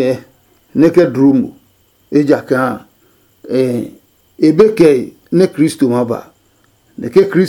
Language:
Adangme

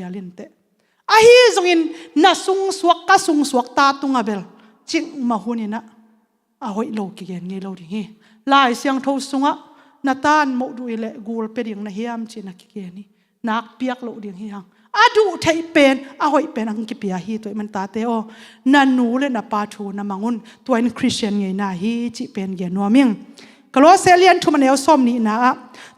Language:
Tedim Chin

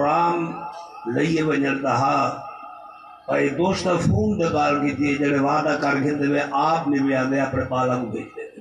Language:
Saraiki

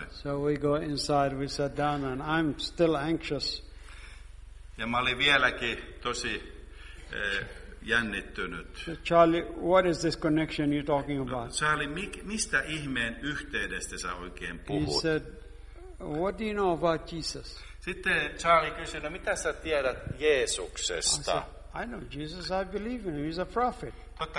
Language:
Finnish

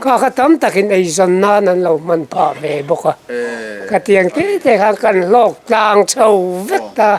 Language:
Mizo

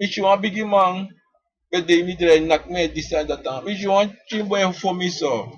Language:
Sranan Tongo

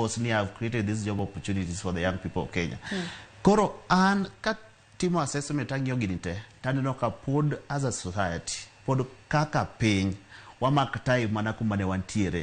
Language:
Luo (Kenya and Tanzania)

